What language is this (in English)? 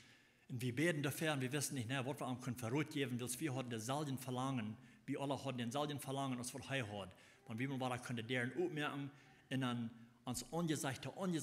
Plautdietsch